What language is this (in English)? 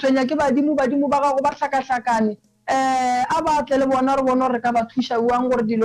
Northern Sotho